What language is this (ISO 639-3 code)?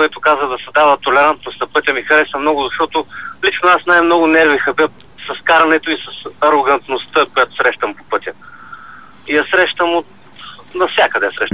bul